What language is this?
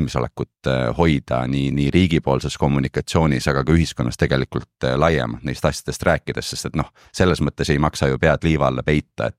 Estonian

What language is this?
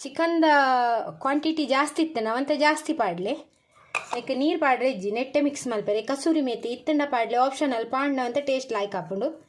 Tulu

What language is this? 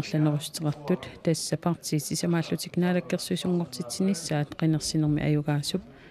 Kalaallisut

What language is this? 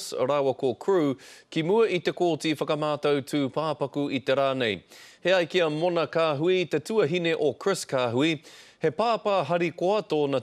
Māori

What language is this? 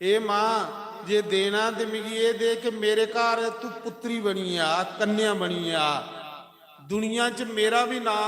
Dogri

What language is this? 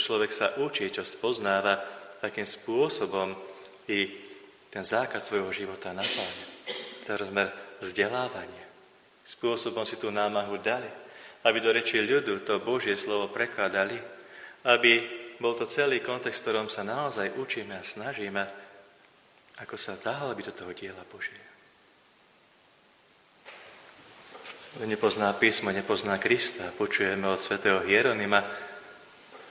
Slovak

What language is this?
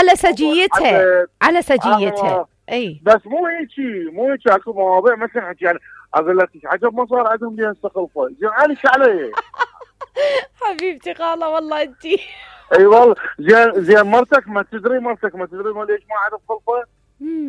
Mesopotamian Arabic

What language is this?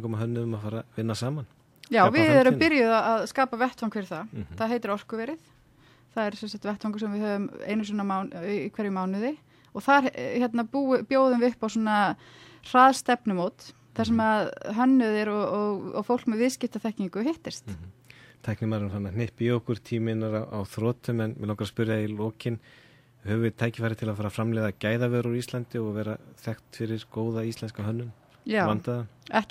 Icelandic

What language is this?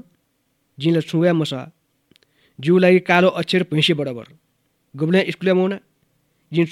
Newari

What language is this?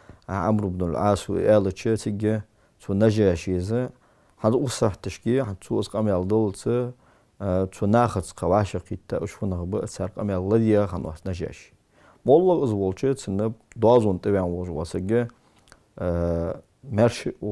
Ingush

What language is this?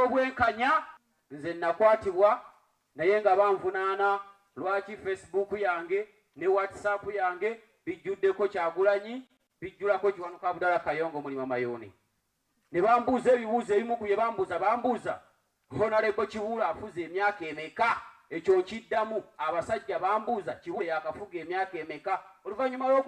Ganda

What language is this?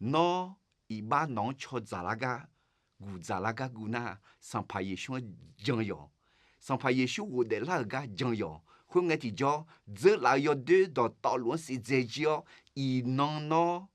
Akha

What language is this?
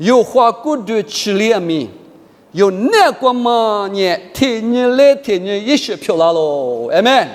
Lisu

